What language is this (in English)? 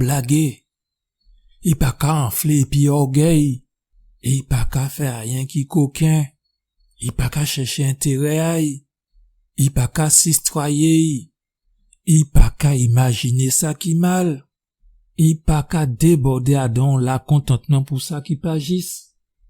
Guadeloupean Creole French